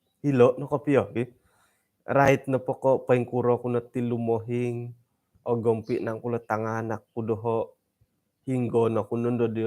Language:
Central Dusun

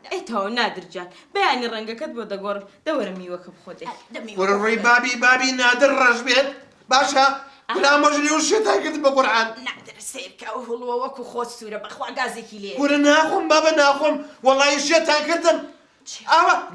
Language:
Central Kurdish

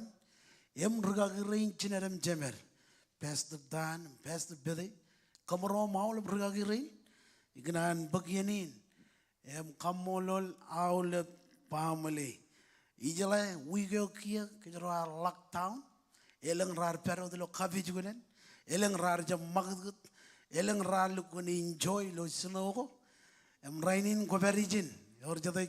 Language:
Marshallese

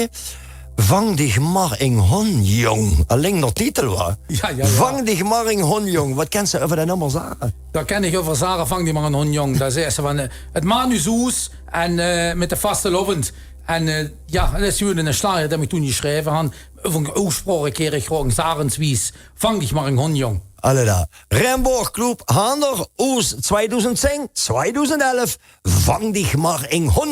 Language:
Limburgish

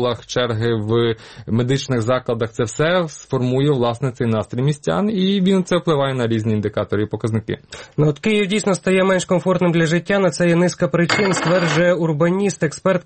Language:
Ukrainian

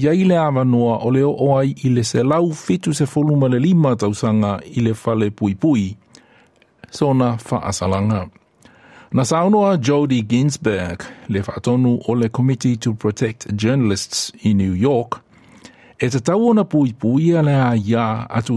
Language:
Samoan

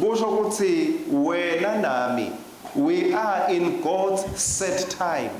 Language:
Swati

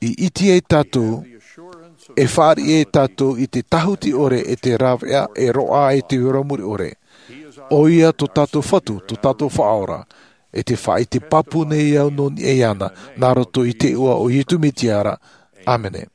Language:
Tahitian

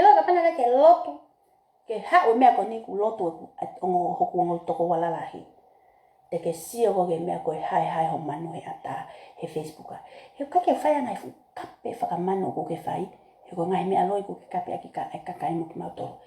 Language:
Tongan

